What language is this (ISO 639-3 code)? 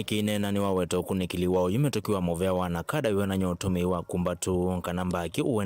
kam